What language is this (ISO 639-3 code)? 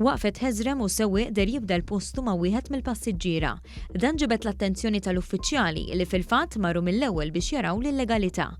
mlt